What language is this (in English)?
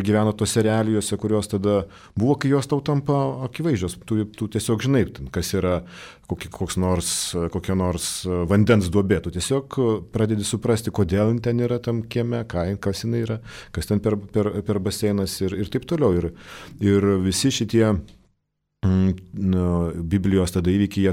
Lithuanian